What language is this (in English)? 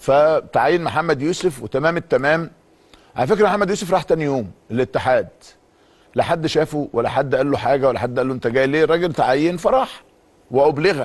Egyptian Arabic